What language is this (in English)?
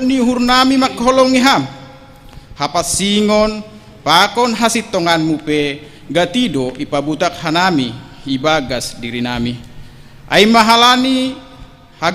Batak Simalungun